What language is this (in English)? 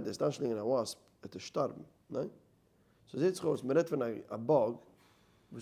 Yiddish